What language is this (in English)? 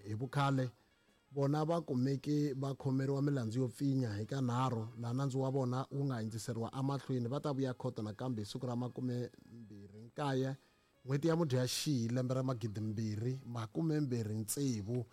Tsonga